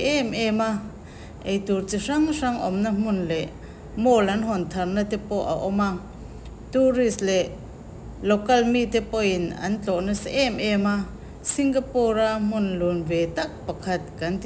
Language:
Mizo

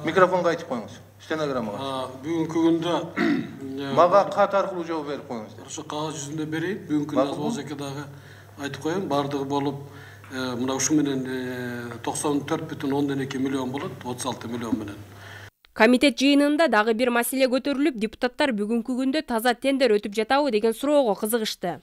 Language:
Kyrgyz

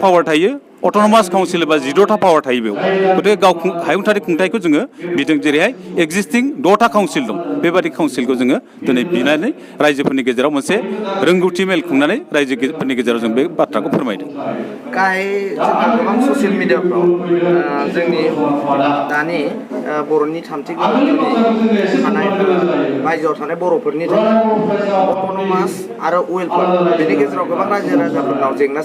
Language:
Bodo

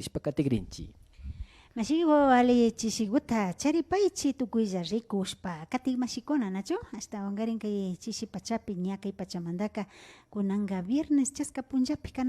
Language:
Imbabura Highland Quichua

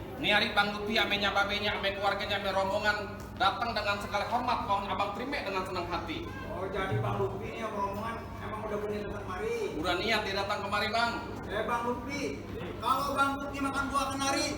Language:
Betawi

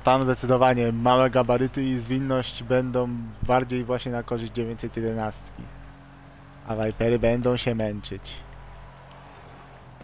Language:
Polish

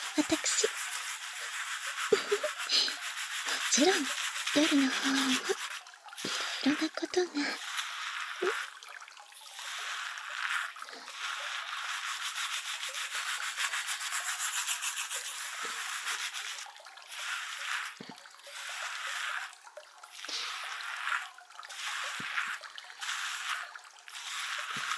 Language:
Japanese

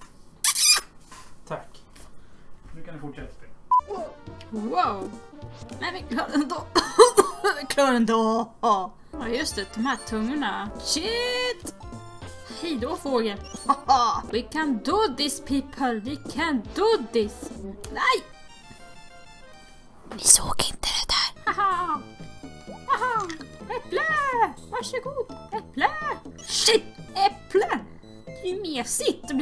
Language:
Swedish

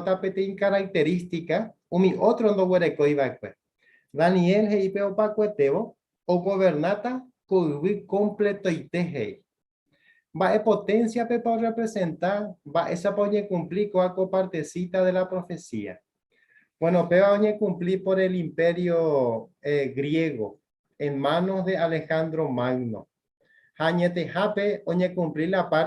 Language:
Guarani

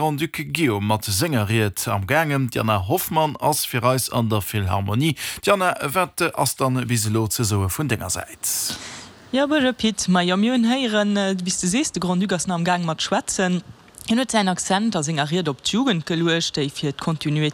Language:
Luxembourgish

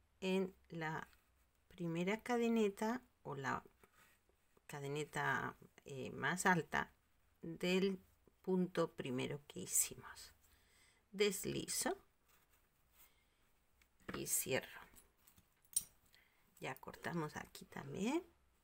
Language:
Spanish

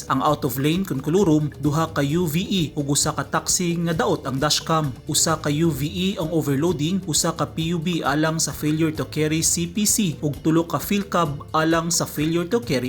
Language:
Cebuano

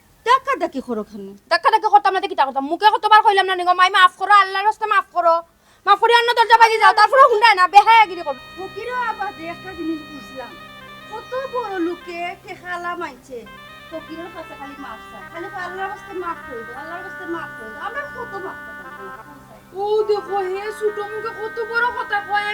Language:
Sylheti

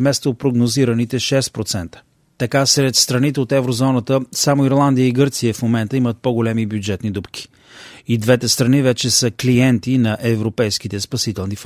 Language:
Bulgarian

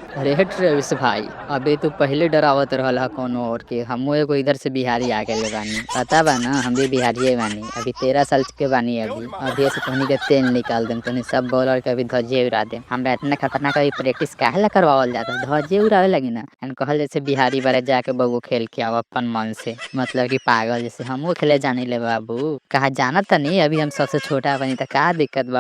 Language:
Bhojpuri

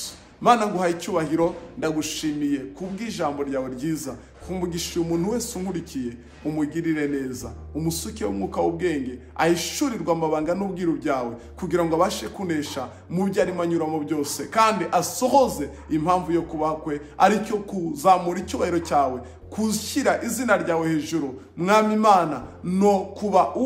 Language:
Kinyarwanda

